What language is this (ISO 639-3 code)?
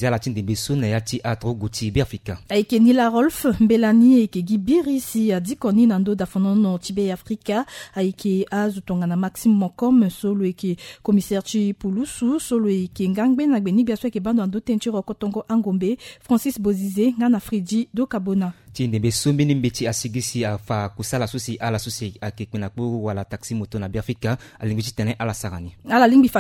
sag